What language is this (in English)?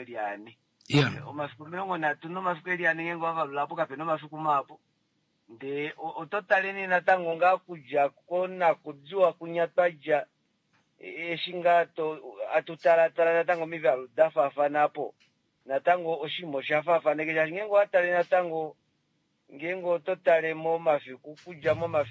Kuanyama